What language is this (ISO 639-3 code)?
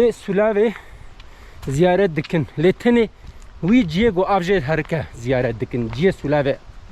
kur